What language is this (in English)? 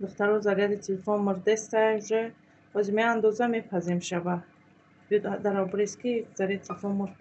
Tajik